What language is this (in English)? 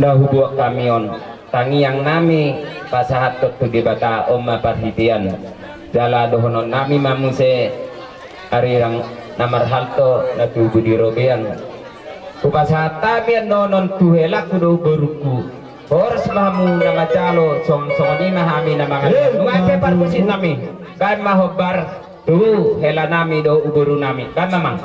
Batak Toba